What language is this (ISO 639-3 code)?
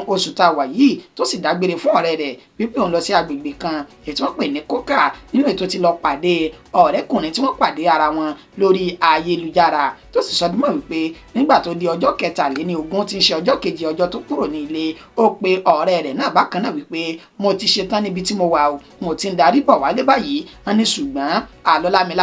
yor